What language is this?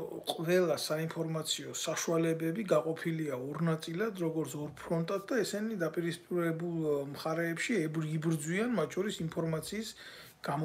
Georgian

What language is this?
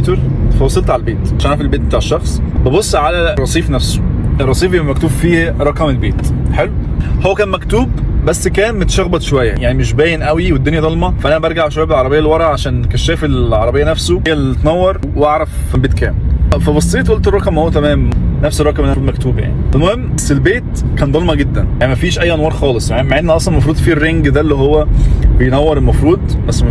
Egyptian Arabic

